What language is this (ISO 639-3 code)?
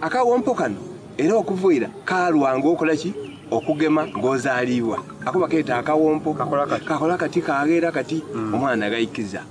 xog